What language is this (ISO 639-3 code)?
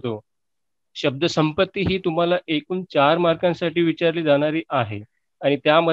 mar